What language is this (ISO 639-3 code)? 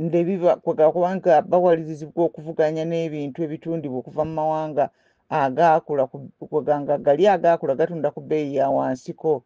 lug